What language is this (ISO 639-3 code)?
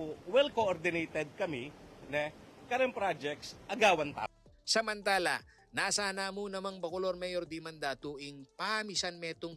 pam